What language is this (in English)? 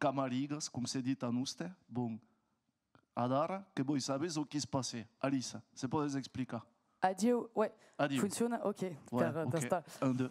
Occitan